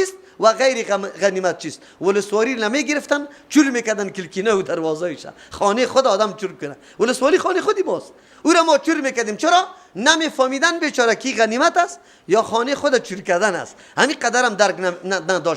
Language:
Persian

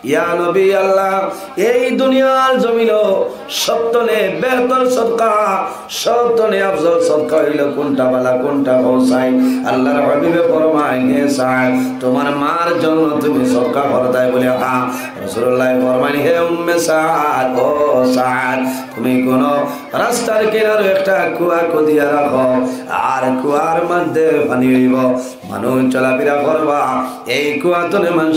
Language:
Sylheti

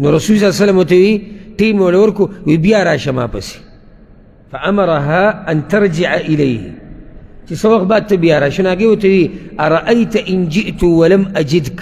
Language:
Pashto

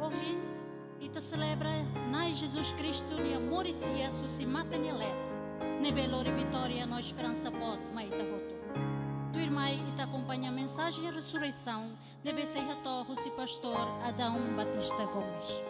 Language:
Tetum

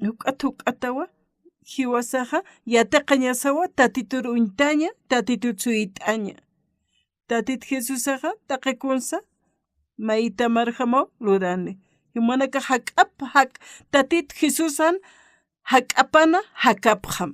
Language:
Aymara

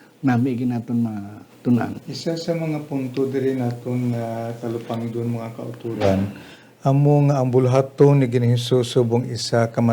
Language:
Hiligaynon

